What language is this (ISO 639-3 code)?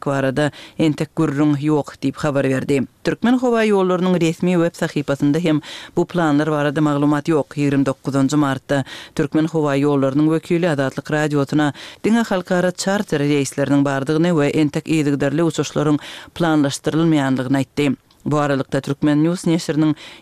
tuk